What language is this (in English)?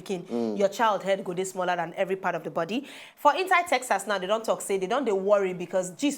Nigerian Pidgin